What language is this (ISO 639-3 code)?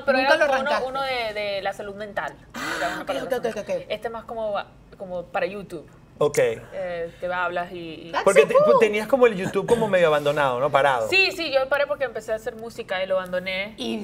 spa